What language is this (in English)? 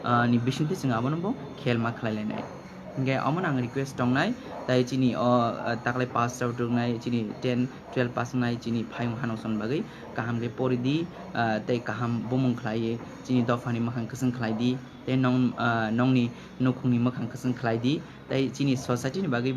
Kok Borok